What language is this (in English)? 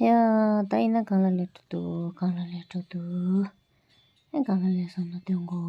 Tibetan